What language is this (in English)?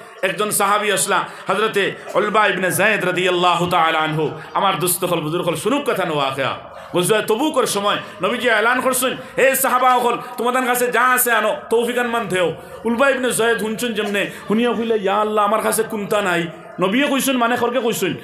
Sylheti